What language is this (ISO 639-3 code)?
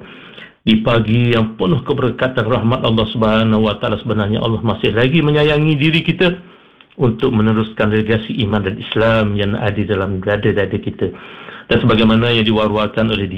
msa